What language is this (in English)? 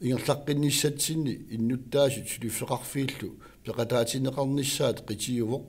Kalaallisut